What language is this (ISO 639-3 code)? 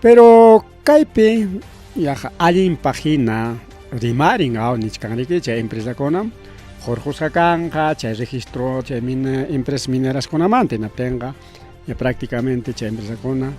quy